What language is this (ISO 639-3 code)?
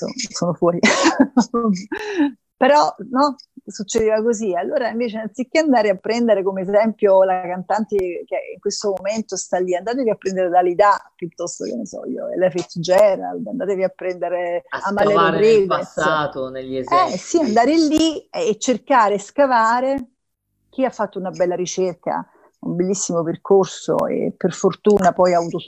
ita